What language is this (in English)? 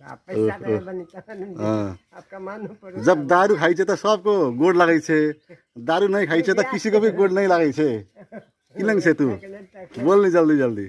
Nepali